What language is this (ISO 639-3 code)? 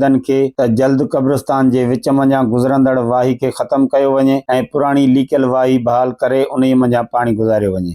snd